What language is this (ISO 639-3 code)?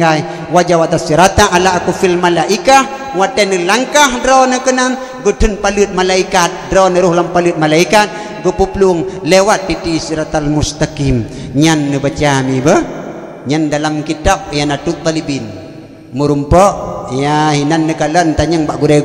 ace